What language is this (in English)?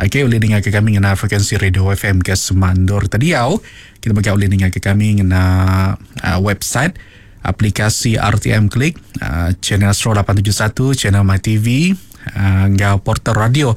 Iban